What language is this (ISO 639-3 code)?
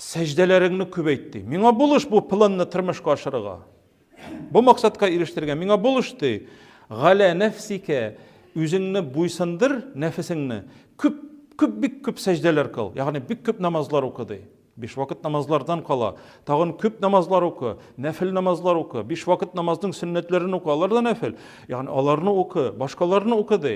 tat